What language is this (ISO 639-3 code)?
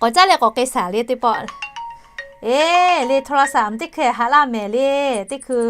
lhu